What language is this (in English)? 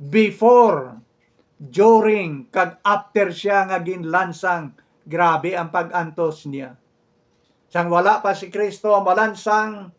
Hiligaynon